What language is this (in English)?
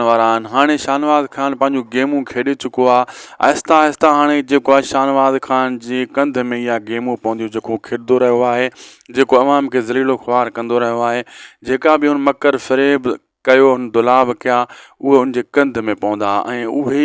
Sindhi